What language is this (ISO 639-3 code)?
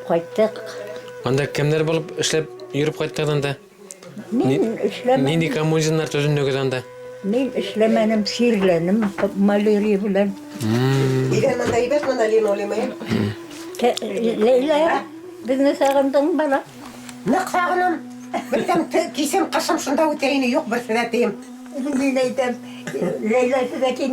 bak